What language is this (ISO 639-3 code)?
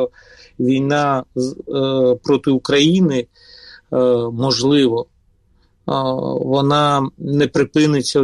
ukr